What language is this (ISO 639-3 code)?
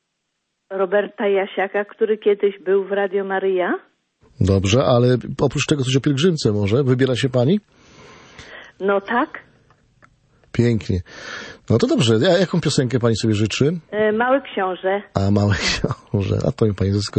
pol